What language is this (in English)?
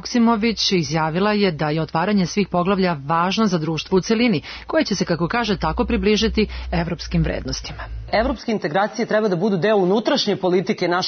Serbian